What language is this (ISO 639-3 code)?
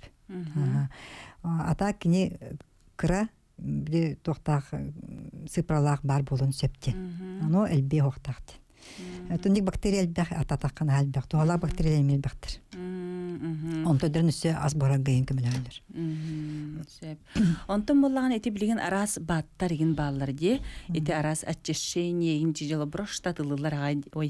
sah